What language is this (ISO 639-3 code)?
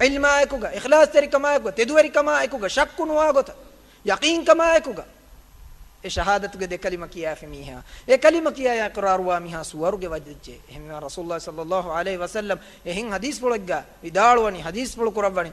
div